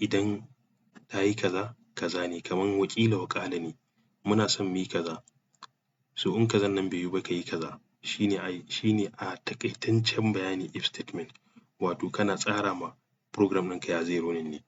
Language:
Hausa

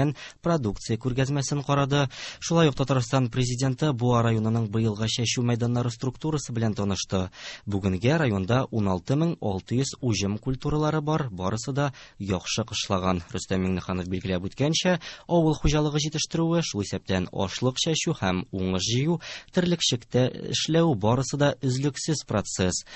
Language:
Tatar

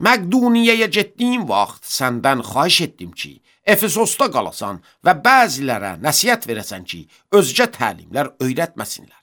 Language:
Azerbaijani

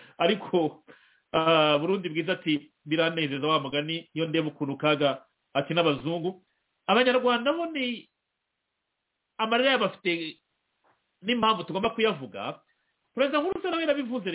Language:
Kinyarwanda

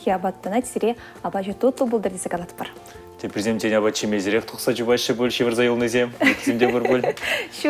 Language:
Chuvash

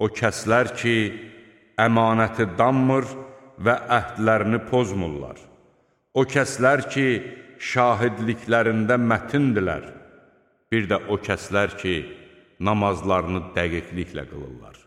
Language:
Azerbaijani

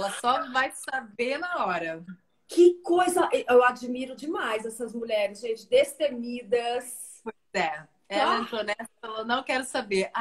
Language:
Portuguese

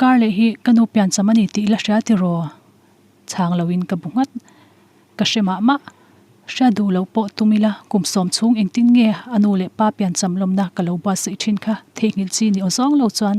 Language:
Mizo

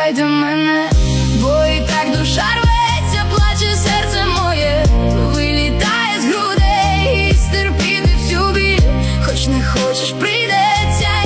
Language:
Ukrainian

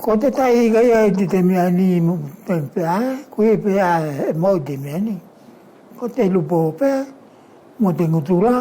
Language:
Wallisian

